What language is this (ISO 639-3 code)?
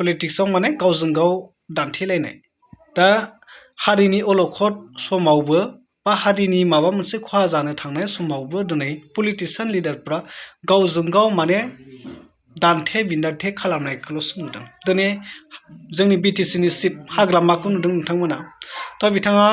brx